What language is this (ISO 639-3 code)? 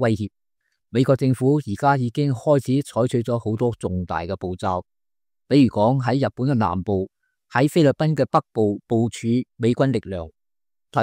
yue